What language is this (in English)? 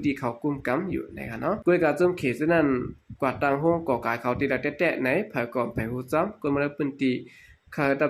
Shan